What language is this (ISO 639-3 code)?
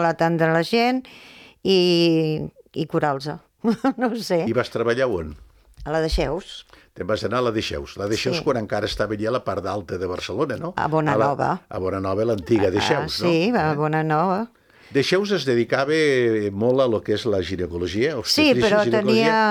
cat